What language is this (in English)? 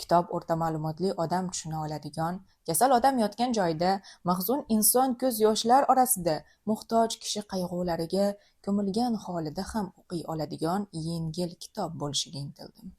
Uzbek